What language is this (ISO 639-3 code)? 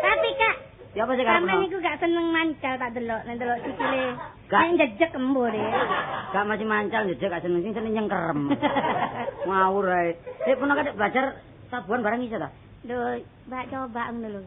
jav